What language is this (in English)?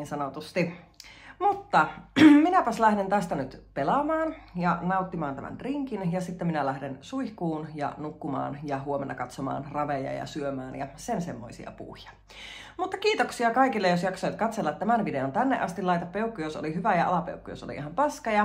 Finnish